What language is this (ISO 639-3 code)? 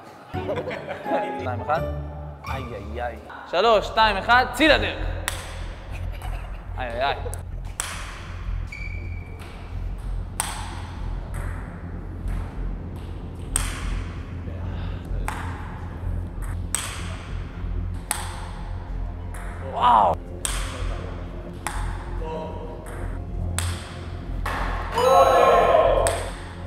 heb